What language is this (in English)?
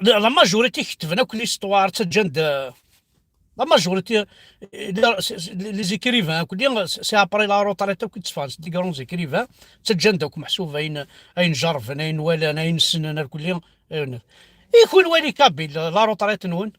Kabyle